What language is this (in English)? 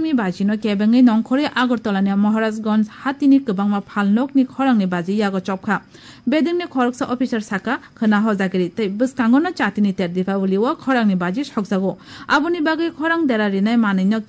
Kok Borok